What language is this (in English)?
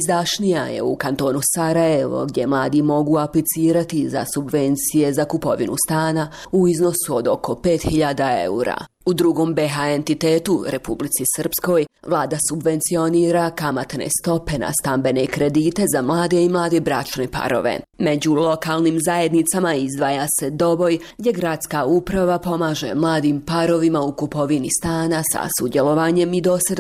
Bosnian